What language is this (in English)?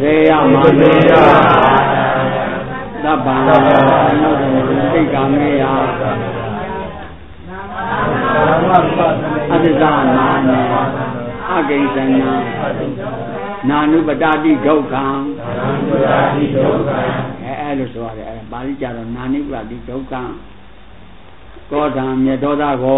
Burmese